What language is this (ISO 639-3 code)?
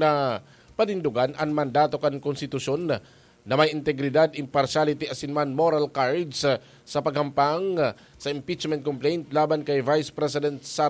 bik